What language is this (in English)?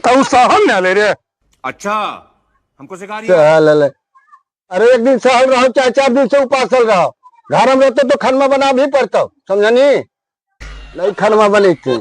Magahi